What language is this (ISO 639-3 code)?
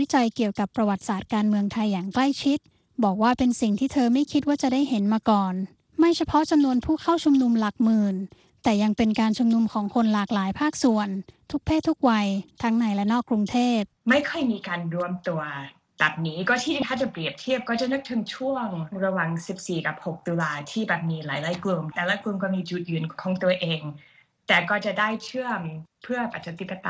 tha